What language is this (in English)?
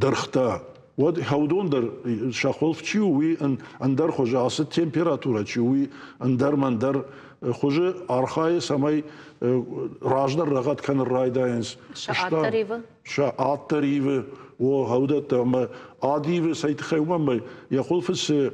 Ossetic